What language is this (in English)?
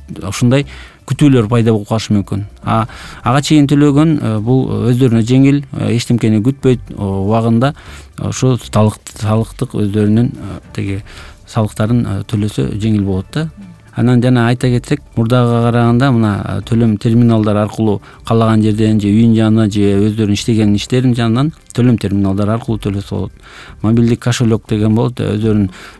Kyrgyz